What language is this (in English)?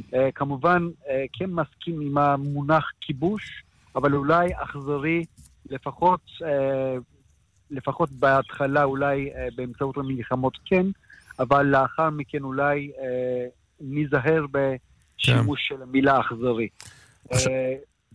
Hebrew